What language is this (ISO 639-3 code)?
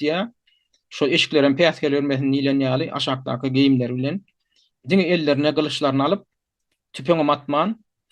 tuk